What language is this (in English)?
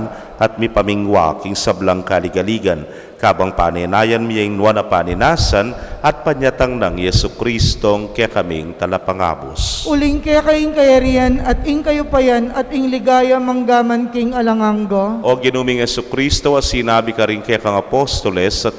Pampanga